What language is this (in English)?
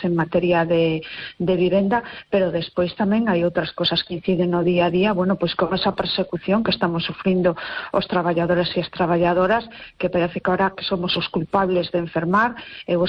Galician